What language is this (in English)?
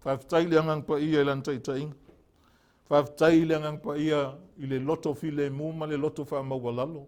Samoan